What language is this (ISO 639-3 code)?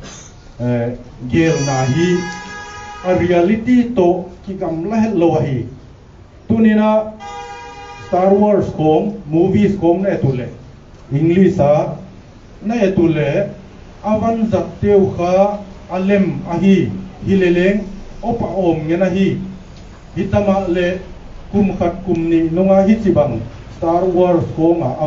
pck